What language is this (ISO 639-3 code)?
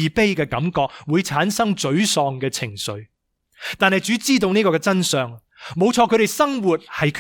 yue